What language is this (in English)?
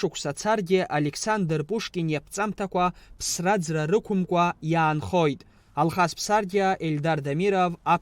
Abkhazian